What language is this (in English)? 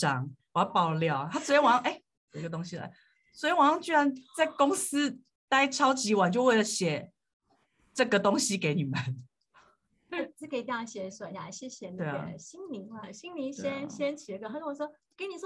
Chinese